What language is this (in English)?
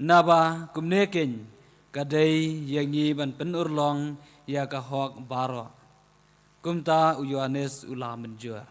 Khasi